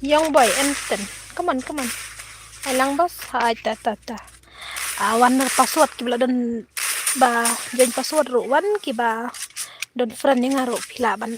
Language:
Khasi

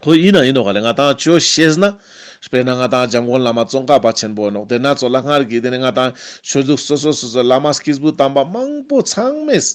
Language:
Ladakhi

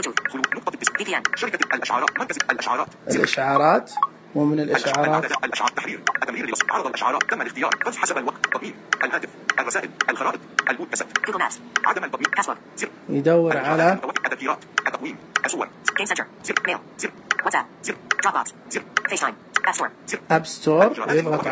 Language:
Najdi Arabic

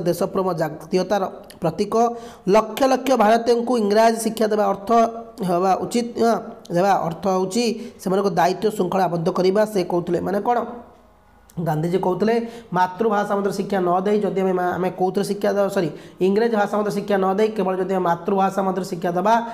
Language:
Odia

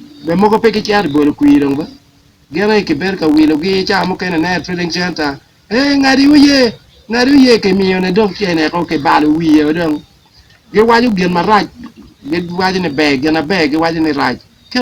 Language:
Acoli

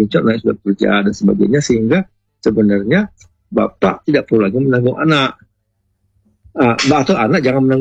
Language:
Indonesian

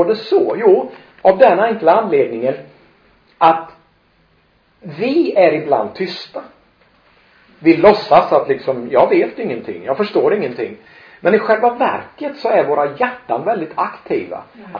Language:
Swedish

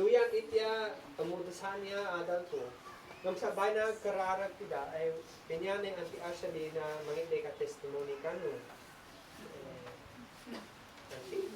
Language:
Isnag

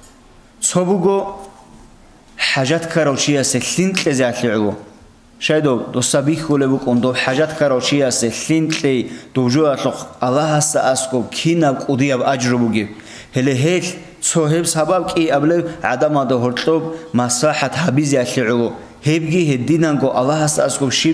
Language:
Avaric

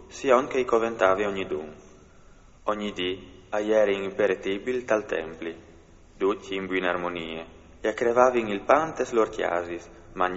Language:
Friulian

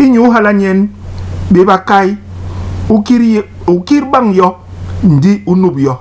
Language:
Basaa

